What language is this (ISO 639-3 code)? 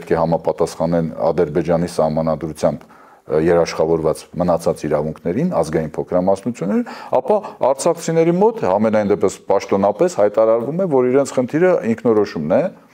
hye